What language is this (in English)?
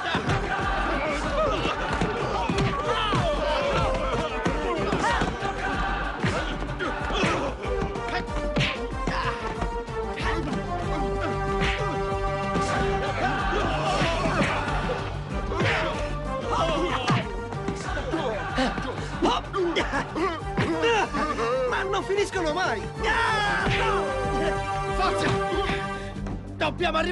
Italian